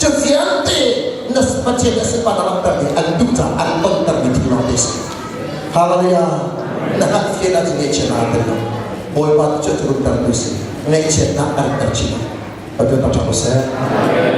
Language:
Hakha Chin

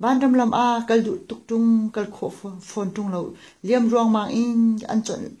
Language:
Hakha Chin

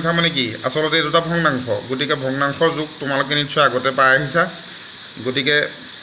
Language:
Assamese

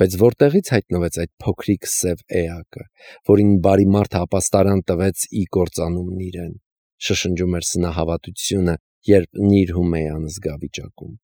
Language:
Armenian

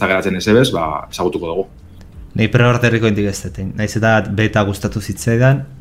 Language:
Basque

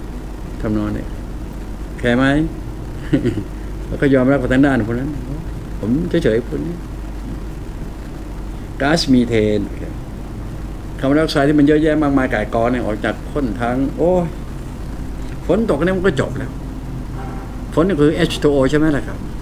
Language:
Thai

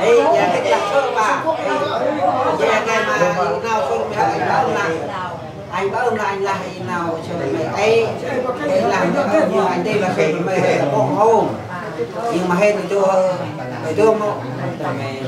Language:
Central Mnong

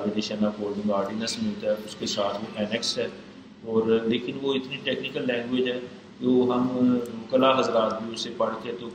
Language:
Urdu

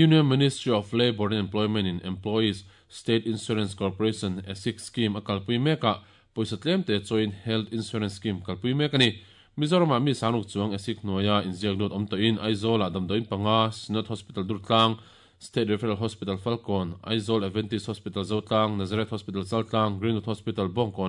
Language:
Mizo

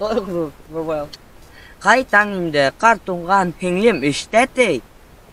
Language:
Bashkir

